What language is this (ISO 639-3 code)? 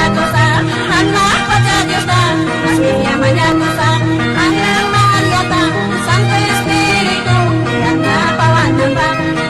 quy